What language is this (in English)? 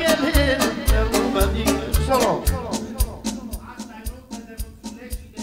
Romanian